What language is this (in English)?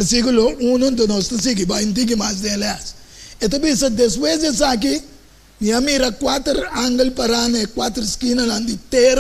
Papiamento